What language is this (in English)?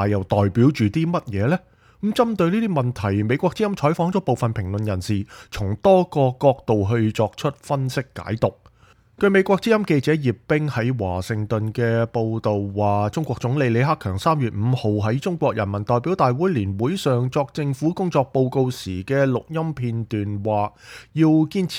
Cantonese